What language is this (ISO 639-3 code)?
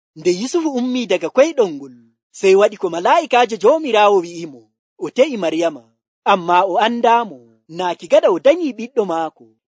fuv